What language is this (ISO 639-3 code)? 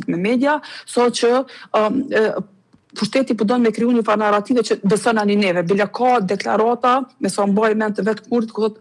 sqi